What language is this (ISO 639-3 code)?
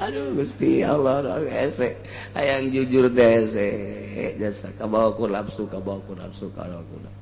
sun